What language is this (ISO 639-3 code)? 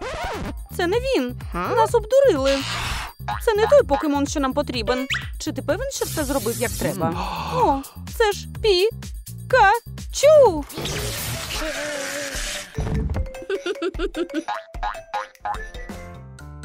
ukr